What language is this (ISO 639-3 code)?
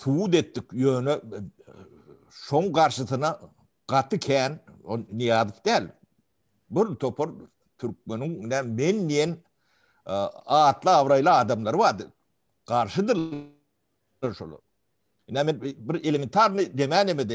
tuk